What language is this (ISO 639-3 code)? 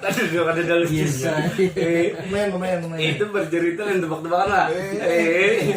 bjn